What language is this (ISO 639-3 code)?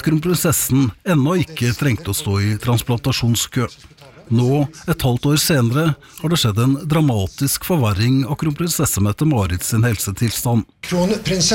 nor